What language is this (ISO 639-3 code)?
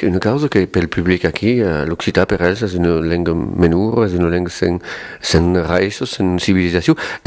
oci